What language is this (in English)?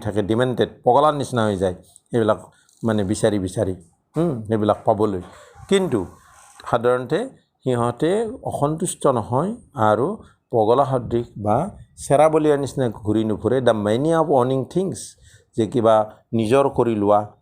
Assamese